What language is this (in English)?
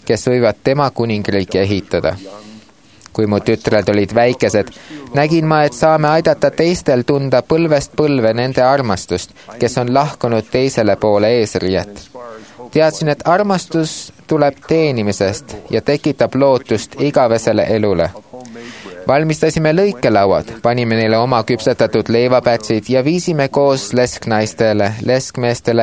Estonian